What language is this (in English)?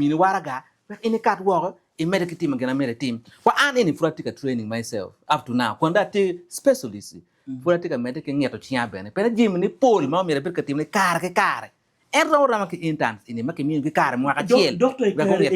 Acoli